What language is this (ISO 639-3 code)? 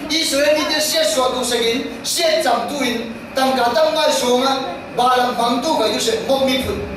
cfm